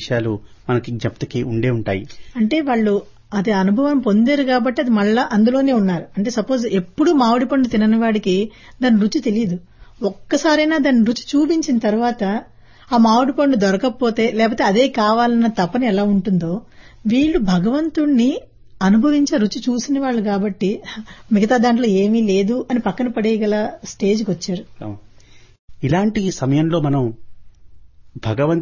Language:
Telugu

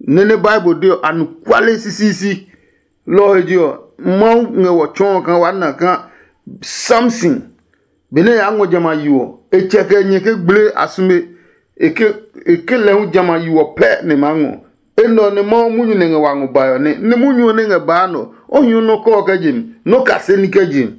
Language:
Adangme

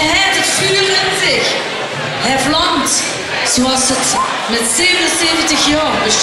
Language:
Limburgish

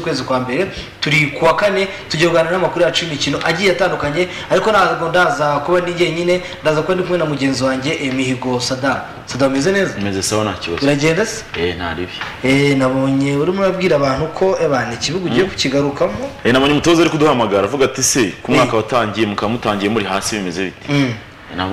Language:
Kinyarwanda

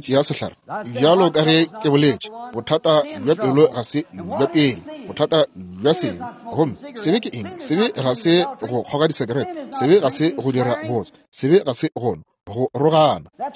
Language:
Northern Sotho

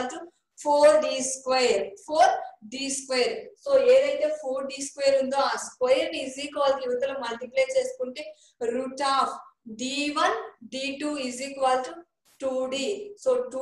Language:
Telugu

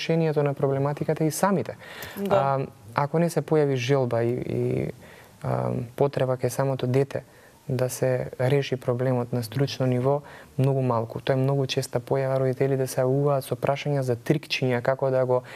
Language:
Macedonian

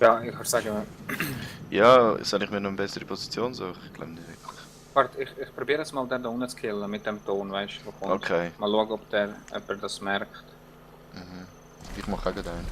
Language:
Swiss German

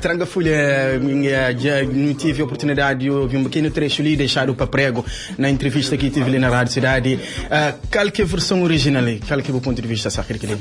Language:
Kabuverdianu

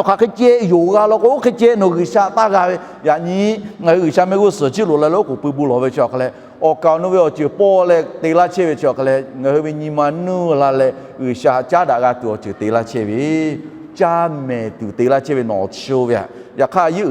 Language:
Lahu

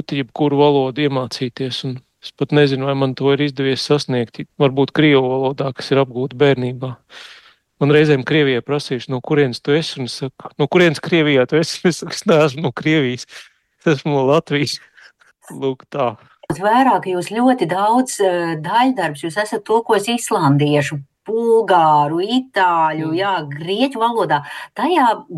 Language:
Latvian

